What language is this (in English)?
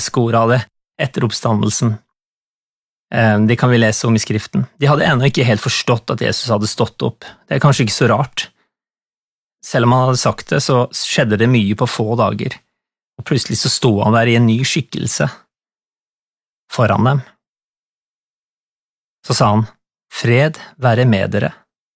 Norwegian